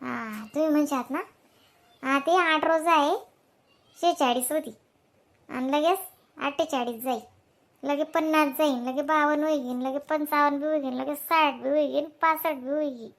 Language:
Khandesi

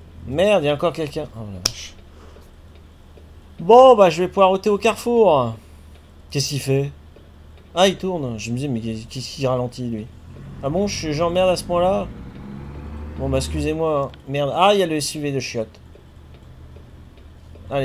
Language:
French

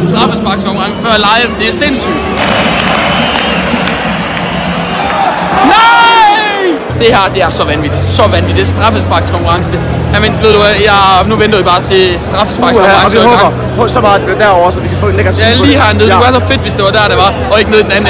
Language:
Danish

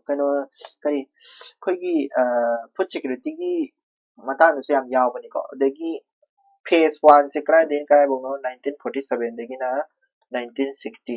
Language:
Manipuri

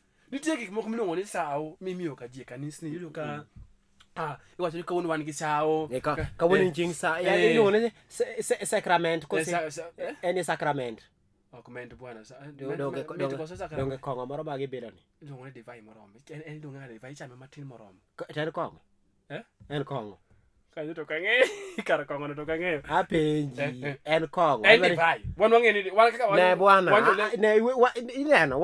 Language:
Luo (Kenya and Tanzania)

